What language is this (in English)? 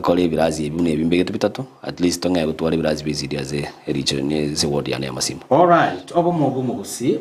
Gusii